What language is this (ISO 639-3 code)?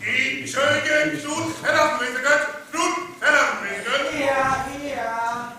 frr